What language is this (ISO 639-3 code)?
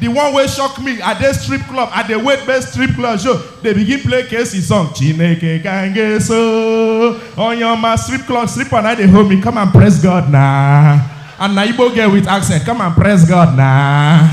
pcm